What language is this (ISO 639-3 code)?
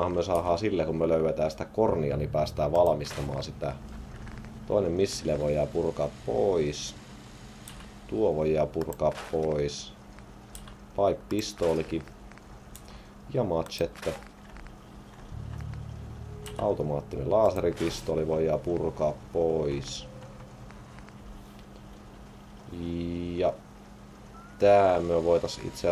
fin